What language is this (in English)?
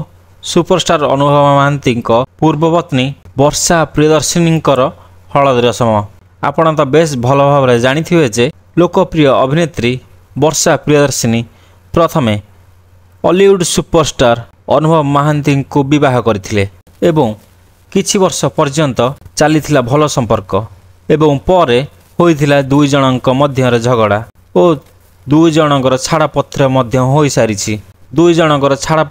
Odia